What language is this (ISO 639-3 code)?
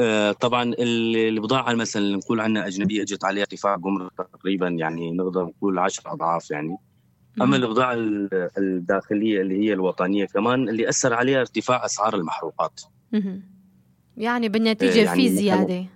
apc